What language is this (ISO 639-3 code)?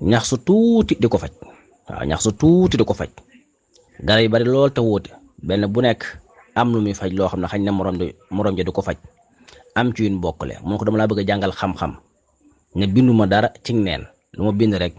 wol